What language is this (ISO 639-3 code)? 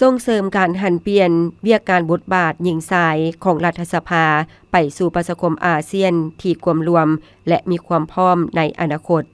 lao